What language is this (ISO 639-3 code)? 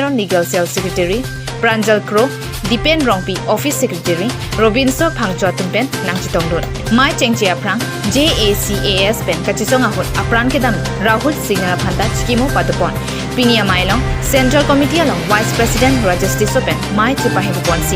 mjw